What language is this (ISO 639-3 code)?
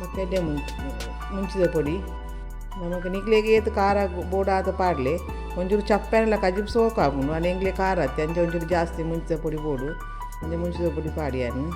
tcy